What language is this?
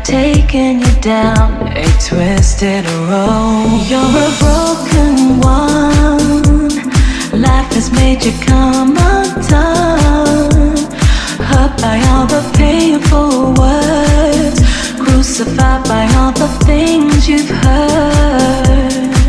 English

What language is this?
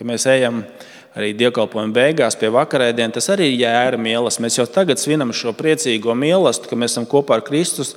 Latvian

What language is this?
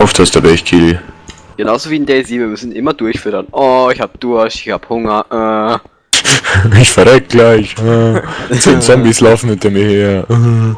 Bavarian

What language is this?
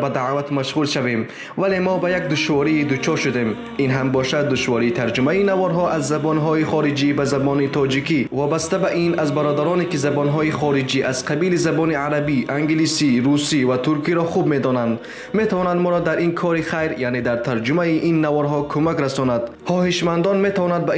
Tajik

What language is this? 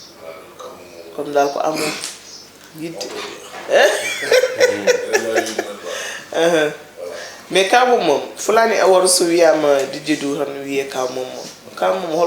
Fula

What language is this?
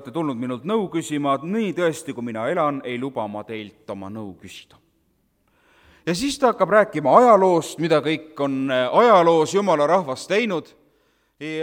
Estonian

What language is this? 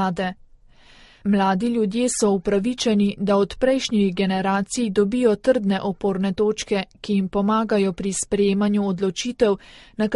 Slovenian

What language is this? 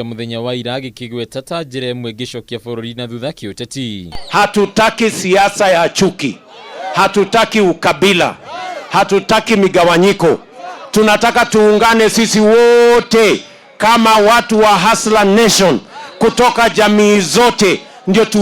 Kikuyu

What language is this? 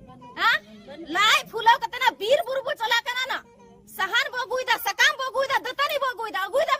Santali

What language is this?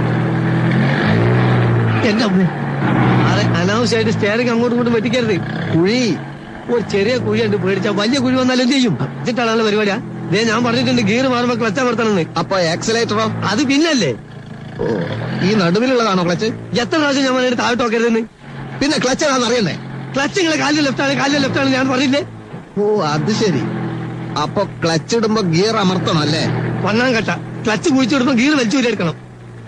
Malayalam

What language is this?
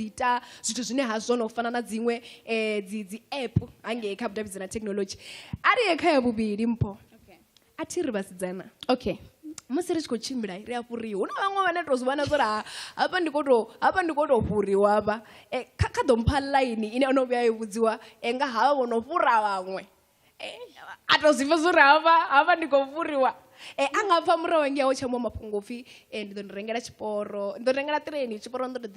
Venda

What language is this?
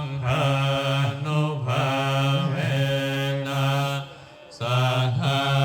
Pali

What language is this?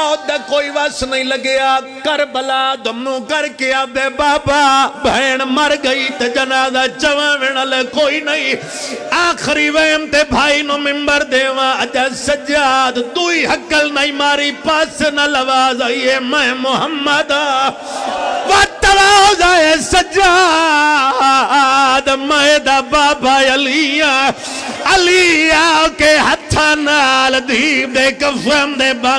Pahari-Potwari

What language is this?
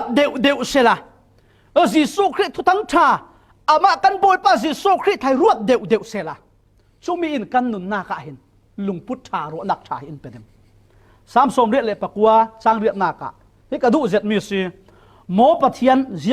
Falam Chin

